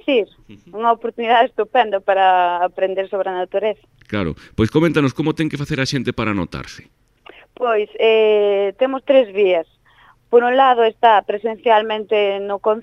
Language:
Galician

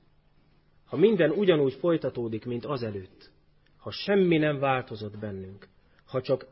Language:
Hungarian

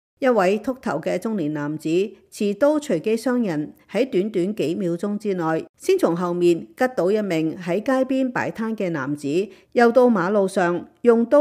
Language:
Cantonese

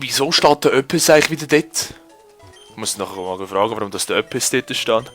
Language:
Swiss German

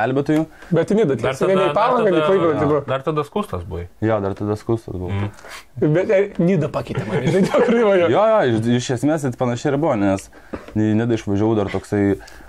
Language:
Lithuanian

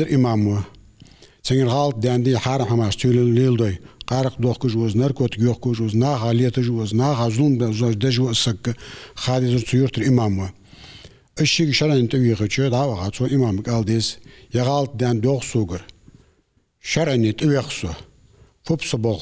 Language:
Ingush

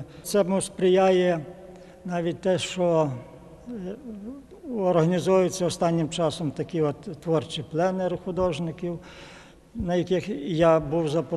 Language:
Ukrainian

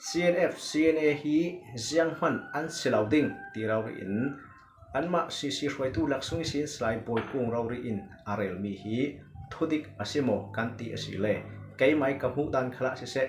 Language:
Falam Chin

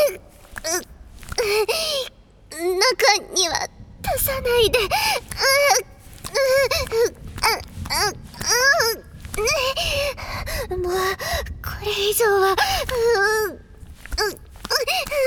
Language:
Japanese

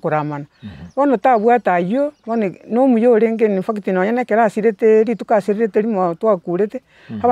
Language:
Gusii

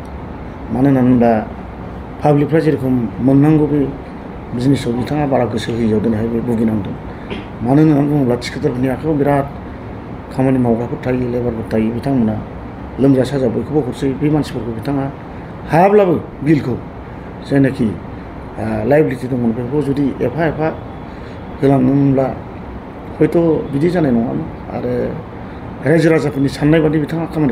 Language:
Bodo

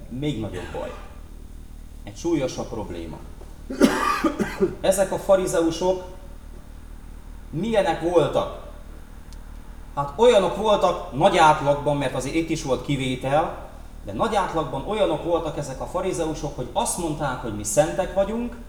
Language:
Hungarian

